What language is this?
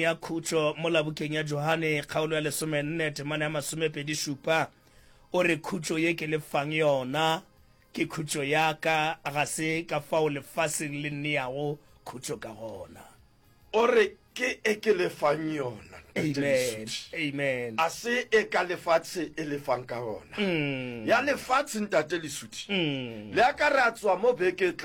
Northern Sotho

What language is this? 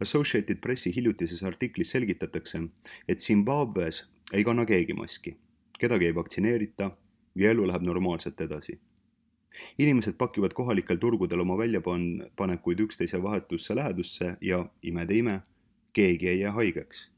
Estonian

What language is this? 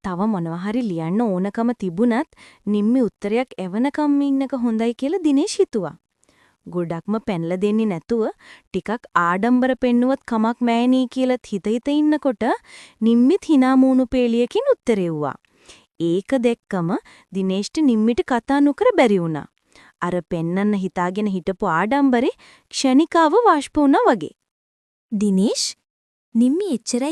Sinhala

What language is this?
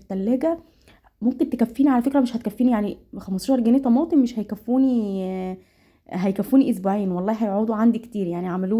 Egyptian Arabic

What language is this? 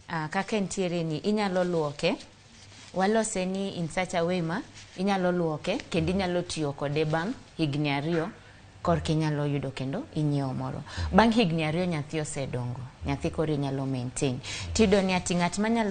Luo (Kenya and Tanzania)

